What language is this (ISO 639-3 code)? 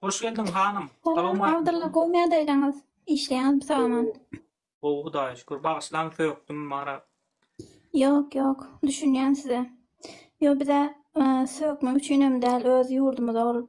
tuk